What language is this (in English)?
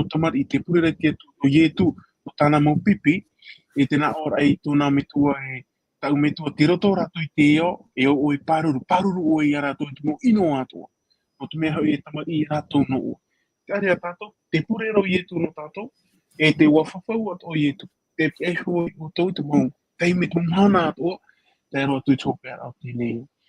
Tahitian